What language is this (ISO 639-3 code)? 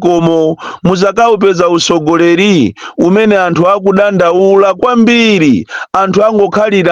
nya